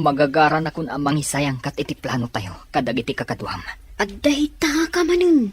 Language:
Iloko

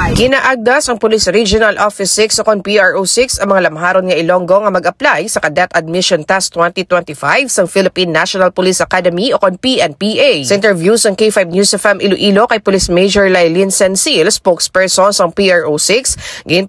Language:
Hiligaynon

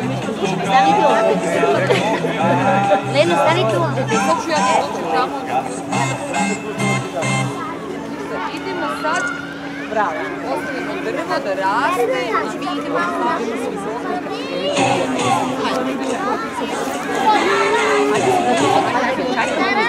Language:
Serbian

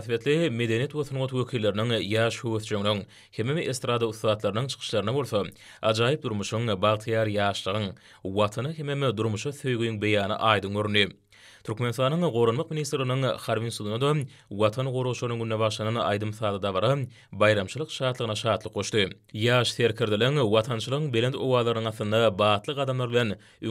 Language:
Turkmen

